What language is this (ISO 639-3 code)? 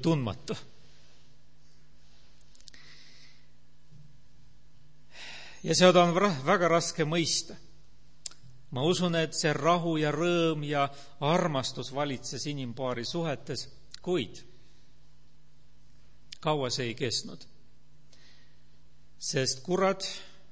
est